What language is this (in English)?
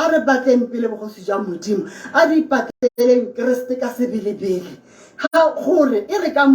Tswana